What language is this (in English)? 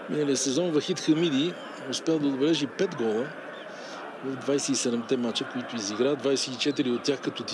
Bulgarian